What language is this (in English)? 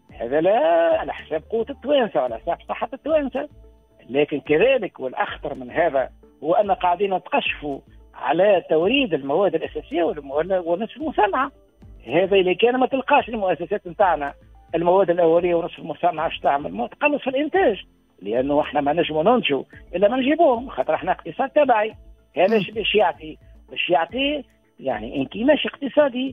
Tunisian Arabic